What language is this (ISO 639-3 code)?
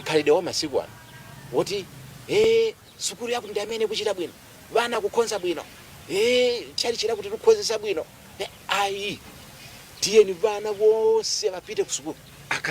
nya